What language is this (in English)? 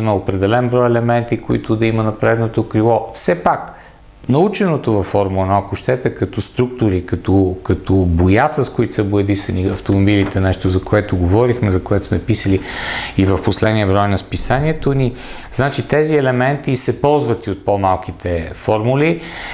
Bulgarian